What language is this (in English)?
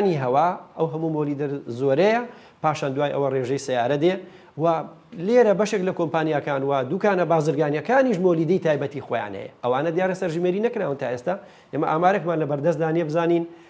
Central Kurdish